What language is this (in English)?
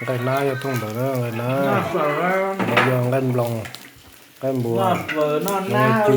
Hmong